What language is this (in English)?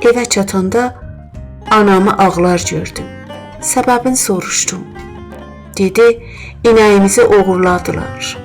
South Azerbaijani